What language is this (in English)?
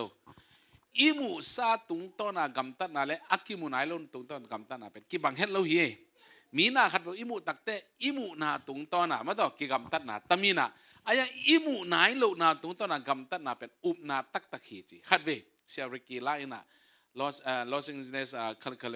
Tedim Chin